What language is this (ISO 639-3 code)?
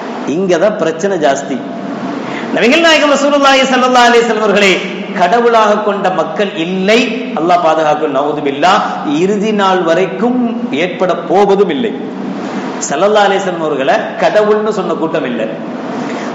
tam